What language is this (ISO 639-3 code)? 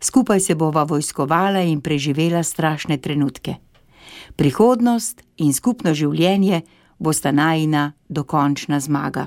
slv